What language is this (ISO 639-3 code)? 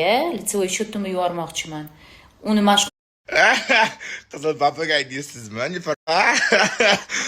uzb